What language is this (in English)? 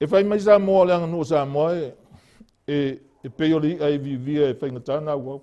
Samoan